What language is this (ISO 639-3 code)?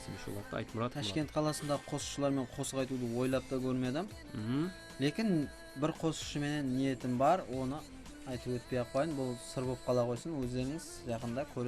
kaa